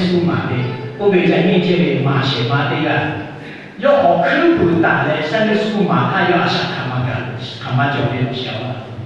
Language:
Lahu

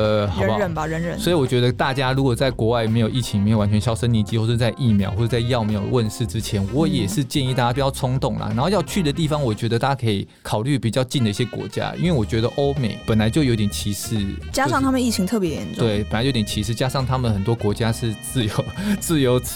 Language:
Chinese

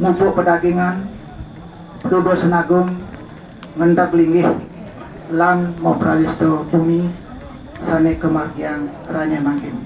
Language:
Balinese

